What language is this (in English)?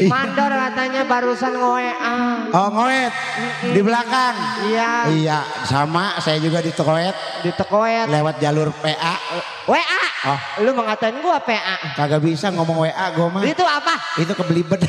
Betawi